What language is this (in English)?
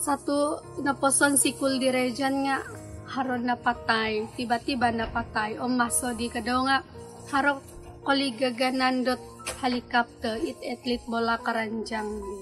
Central Dusun